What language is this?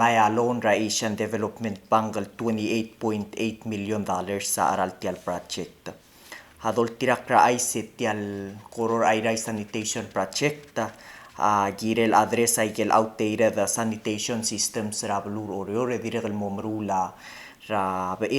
Palauan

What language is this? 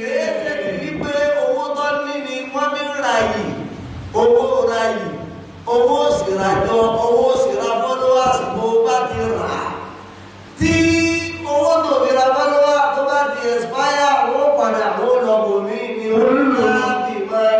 Yoruba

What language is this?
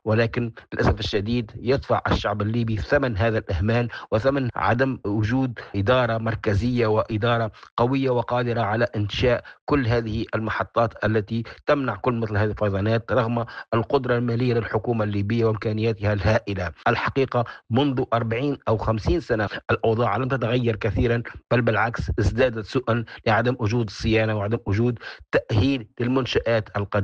Arabic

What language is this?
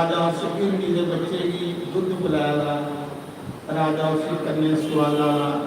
Dogri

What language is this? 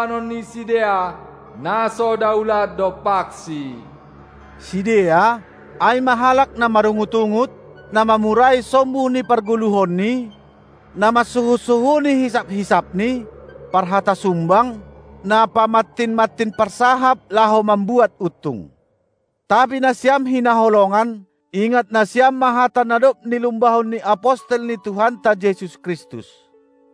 Batak Simalungun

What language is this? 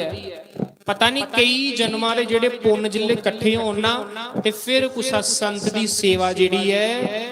Dogri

